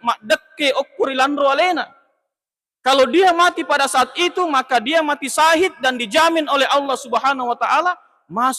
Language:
Buginese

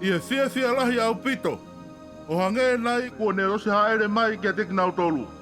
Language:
Tongan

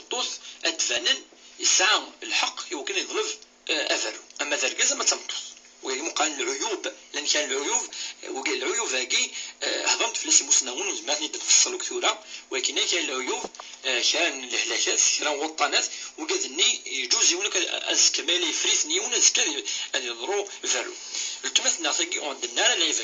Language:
Kabyle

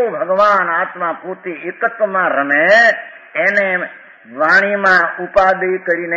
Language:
Gujarati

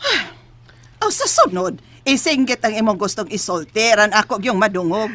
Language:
Cebuano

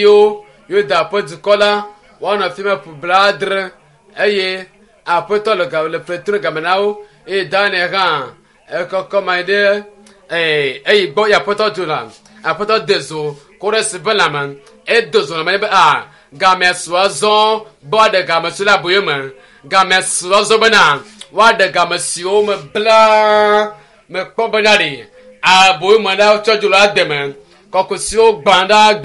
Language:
Ewe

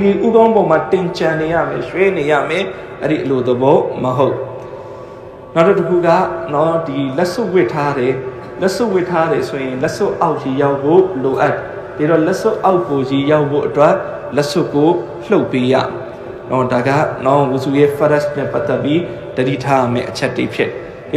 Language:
Burmese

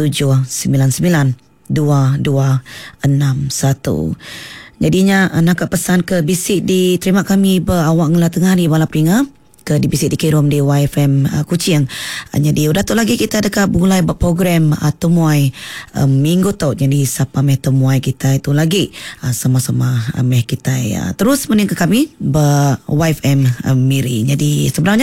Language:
Iban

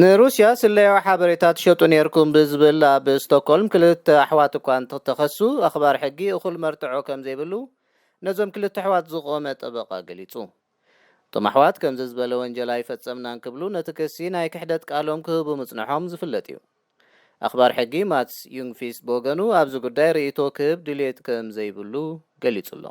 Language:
Tigrinya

